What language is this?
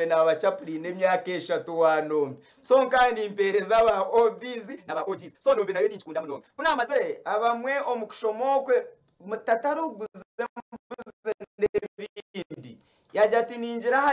Nyankole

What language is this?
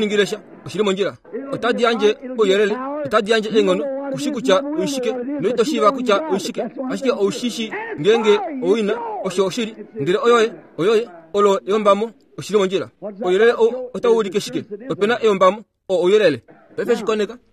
Kuanyama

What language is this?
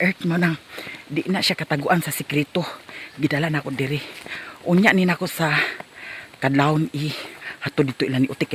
Cebuano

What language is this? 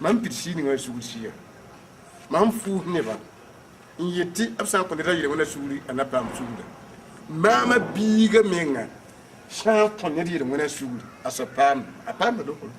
Mossi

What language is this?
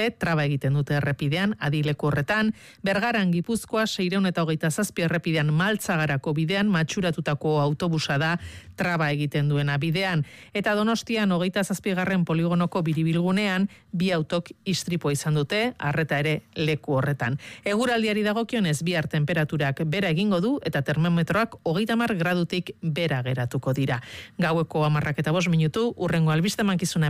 Basque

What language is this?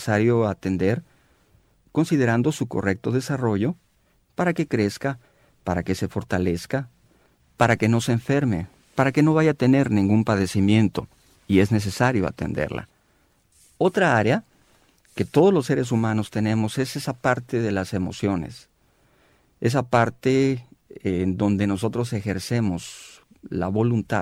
Spanish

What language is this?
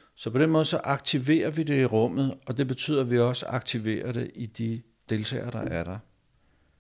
Danish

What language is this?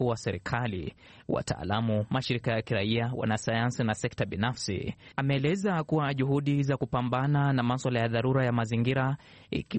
Swahili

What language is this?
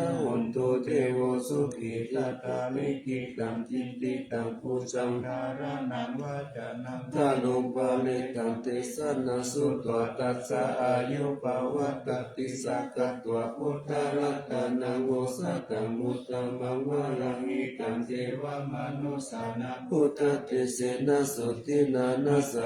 Pali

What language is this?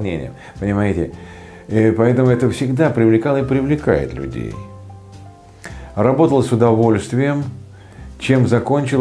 Russian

